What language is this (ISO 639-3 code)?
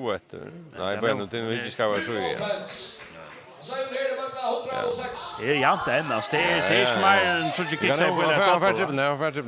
fao